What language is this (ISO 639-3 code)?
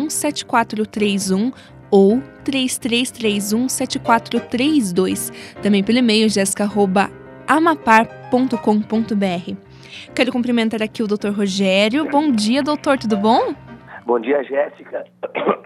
por